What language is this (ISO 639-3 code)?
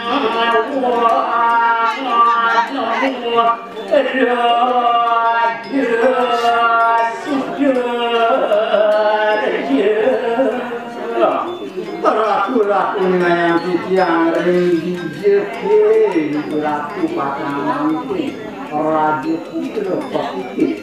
ban